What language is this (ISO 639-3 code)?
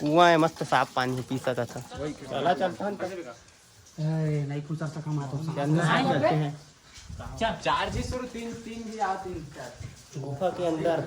hne